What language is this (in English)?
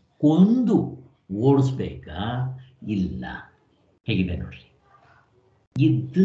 Kannada